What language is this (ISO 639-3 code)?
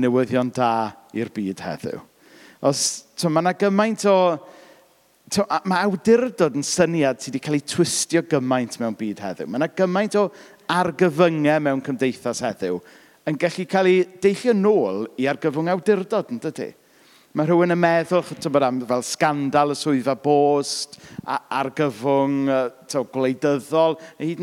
cym